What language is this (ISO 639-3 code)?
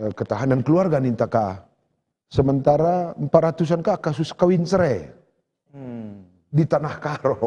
btx